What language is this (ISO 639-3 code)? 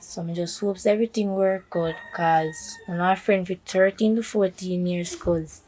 jam